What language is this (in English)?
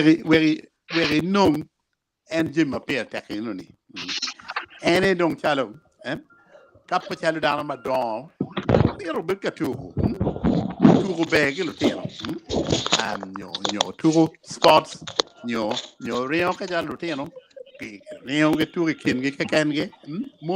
Acoli